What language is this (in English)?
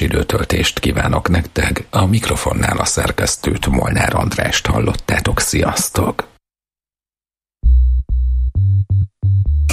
Hungarian